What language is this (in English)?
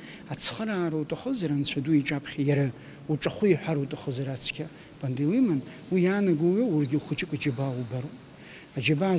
Abkhazian